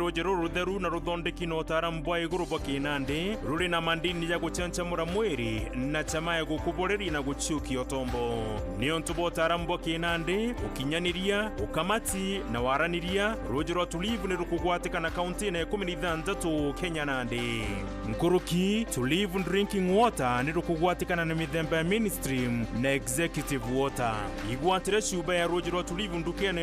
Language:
Meru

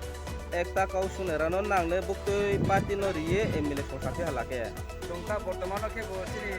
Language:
Riang (India)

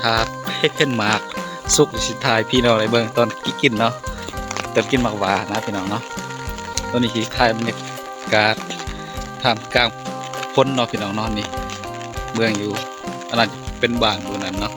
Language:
Northeastern Thai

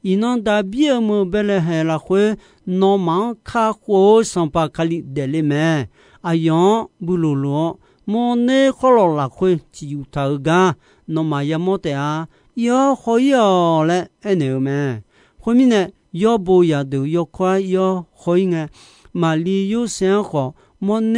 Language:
Akha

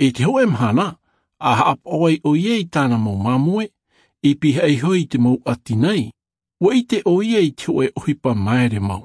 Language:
Tahitian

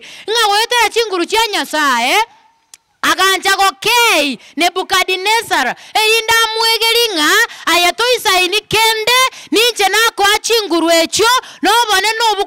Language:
Gusii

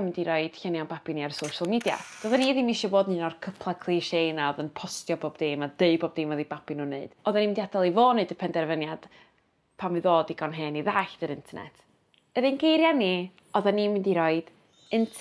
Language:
Welsh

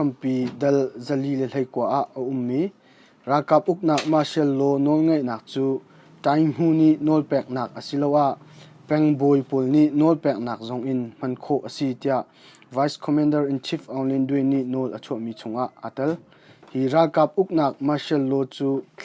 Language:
Hakha Chin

